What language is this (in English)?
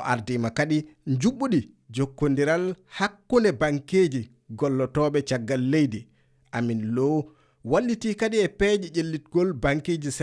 Fula